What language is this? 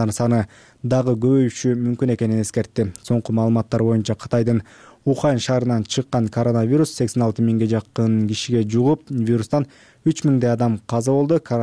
Kyrgyz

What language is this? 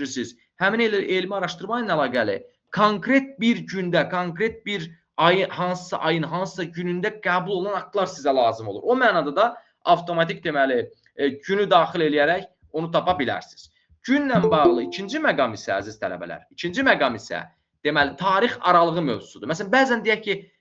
Azerbaijani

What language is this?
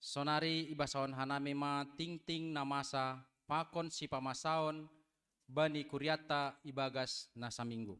Batak Simalungun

